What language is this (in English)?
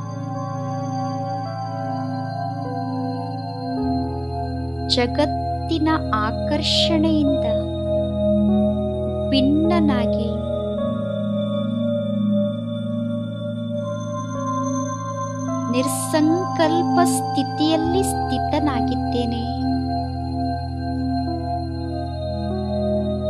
Kannada